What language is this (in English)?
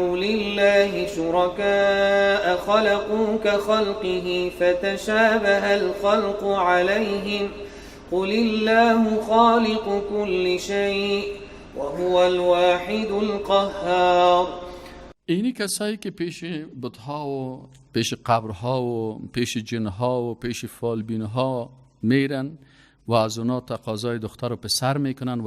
Persian